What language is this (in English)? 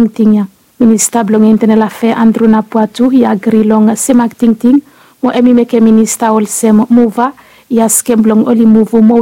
Bislama